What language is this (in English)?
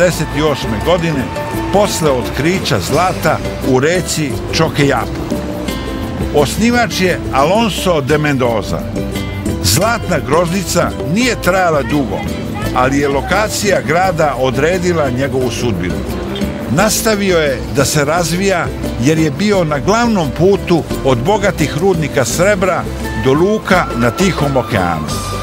Serbian